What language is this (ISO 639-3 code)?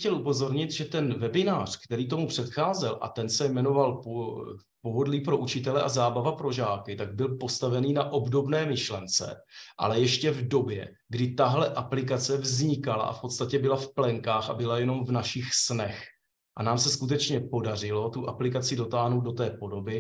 ces